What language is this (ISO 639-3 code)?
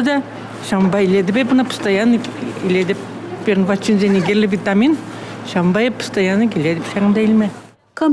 chv